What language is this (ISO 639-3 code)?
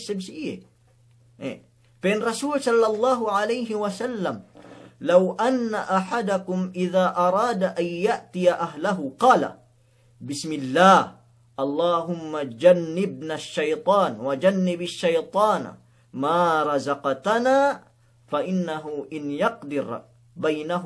yka